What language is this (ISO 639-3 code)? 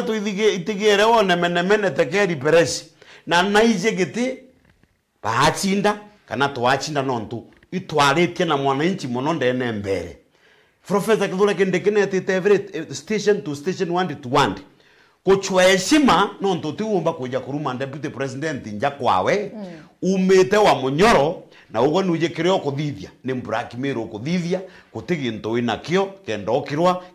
mer